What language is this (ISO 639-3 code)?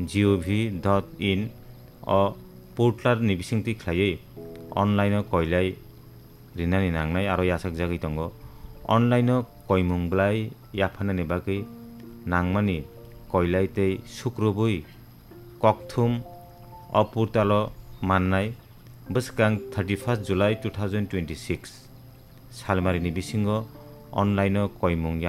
trp